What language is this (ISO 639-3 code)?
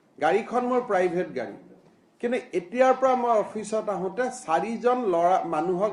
asm